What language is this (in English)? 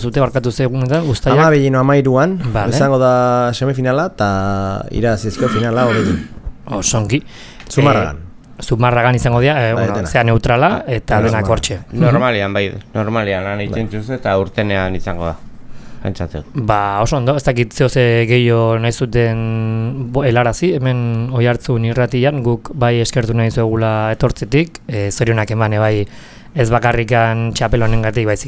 Basque